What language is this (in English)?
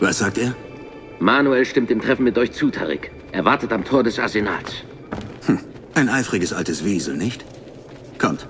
Bavarian